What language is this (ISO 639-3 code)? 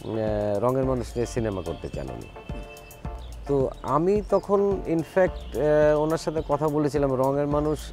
ben